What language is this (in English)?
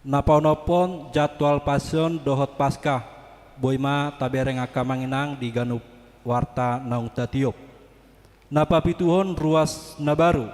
Batak Toba